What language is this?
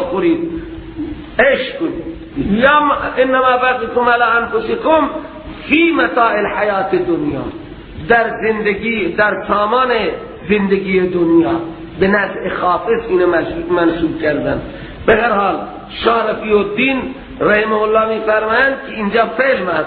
Persian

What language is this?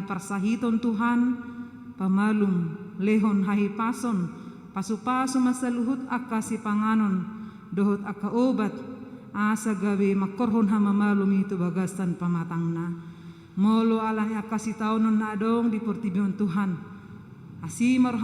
Batak Toba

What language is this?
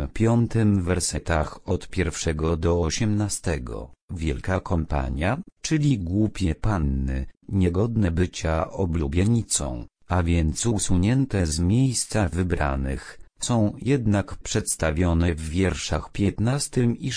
Polish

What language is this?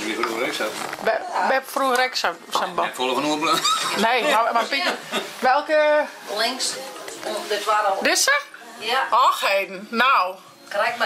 Western Frisian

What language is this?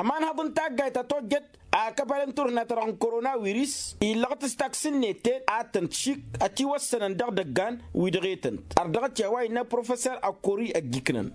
Tamasheq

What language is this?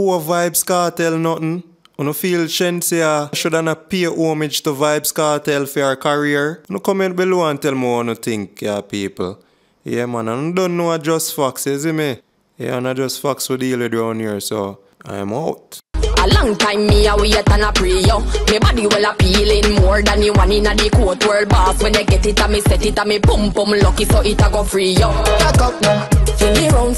Jamaican Creole English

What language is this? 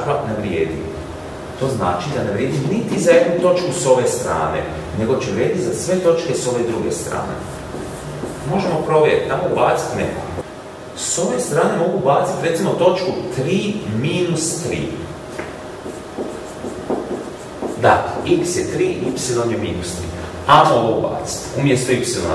Croatian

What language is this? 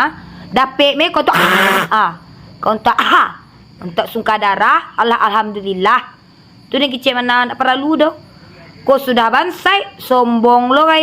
Minangkabau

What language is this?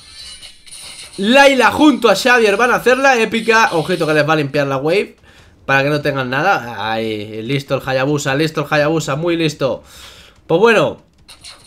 Spanish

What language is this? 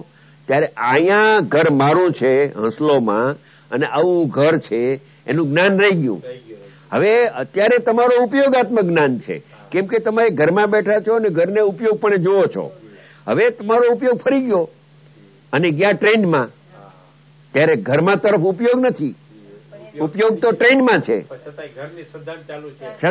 Gujarati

